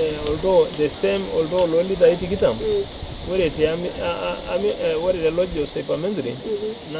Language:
Masai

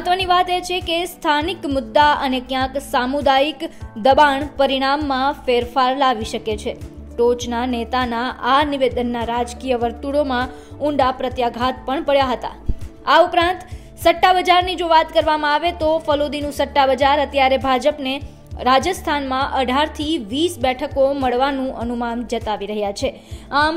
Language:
Gujarati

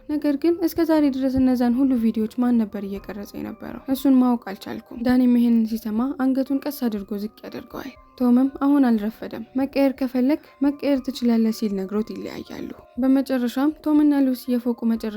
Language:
Amharic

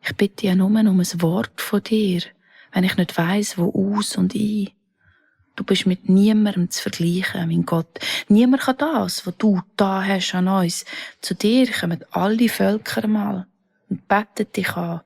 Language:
Swiss German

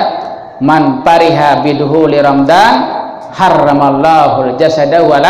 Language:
Sasak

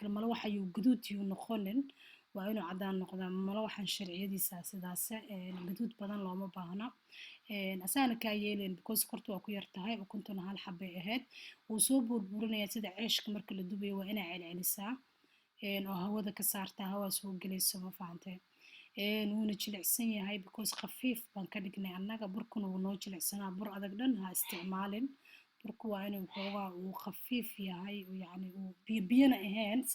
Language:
Somali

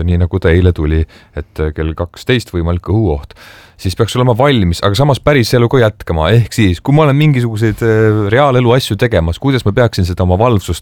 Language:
Estonian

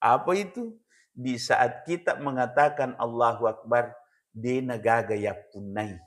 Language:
Buginese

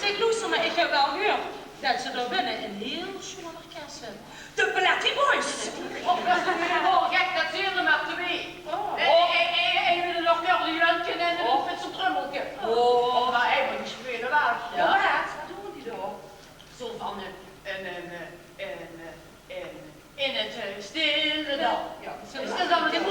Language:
Limburgish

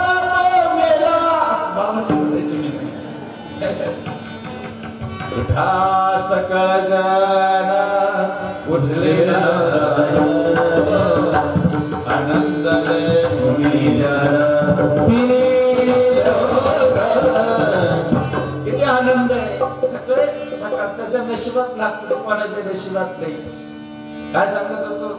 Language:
Marathi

